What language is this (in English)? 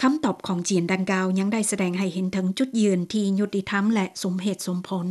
Lao